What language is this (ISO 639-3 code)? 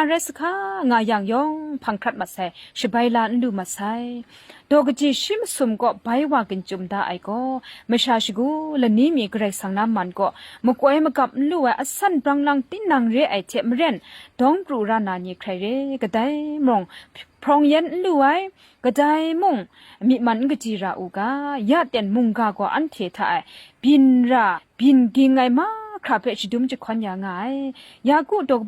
kac